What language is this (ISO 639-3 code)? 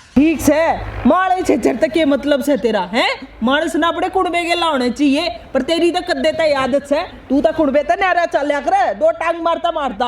bgc